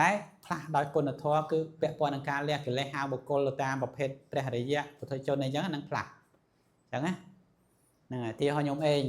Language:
Khmer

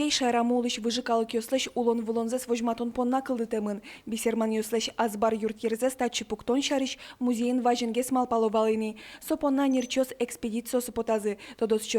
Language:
Udmurt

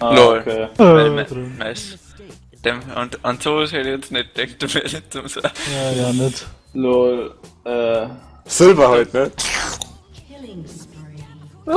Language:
Bavarian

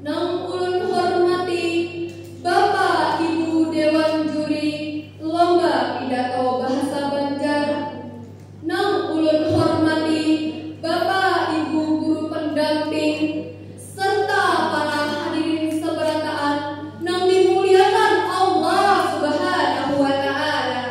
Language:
Banjar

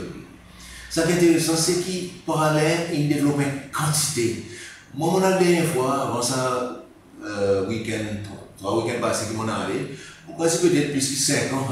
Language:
Seselwa Creole French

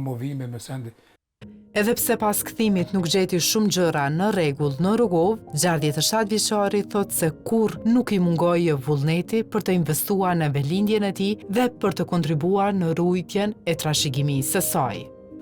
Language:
Albanian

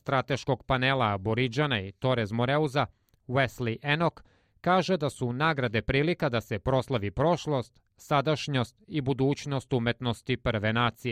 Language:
Serbian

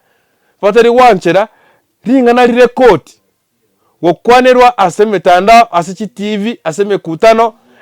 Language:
Gusii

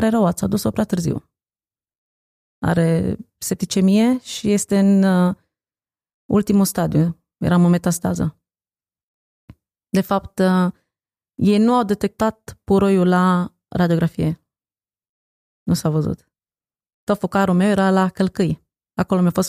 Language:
Romanian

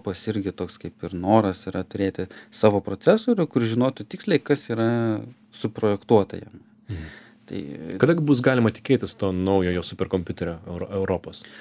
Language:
Lithuanian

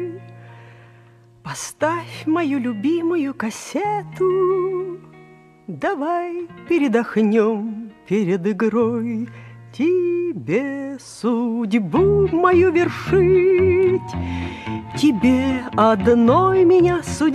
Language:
Russian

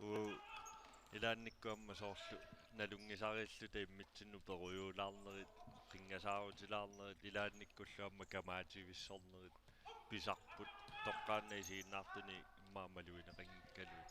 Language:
Kalaallisut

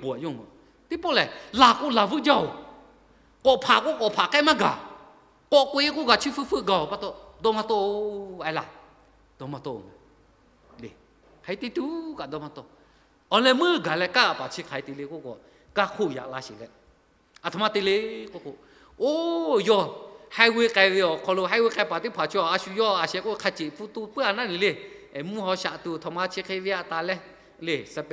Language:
Lahu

